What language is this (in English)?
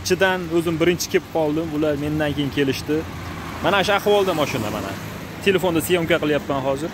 Uzbek